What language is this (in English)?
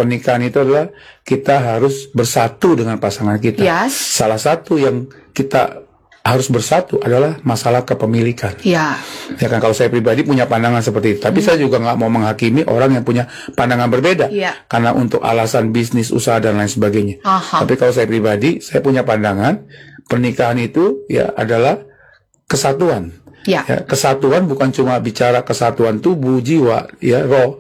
Indonesian